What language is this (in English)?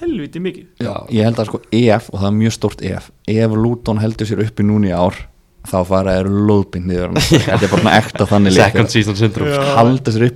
Icelandic